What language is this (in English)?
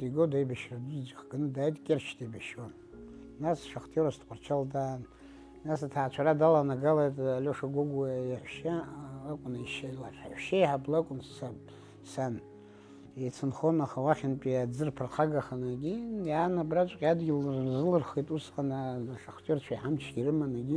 Abkhazian